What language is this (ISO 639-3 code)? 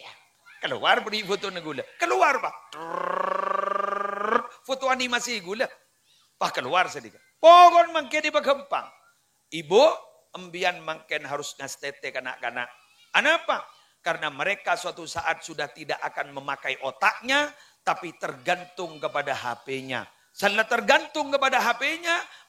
mad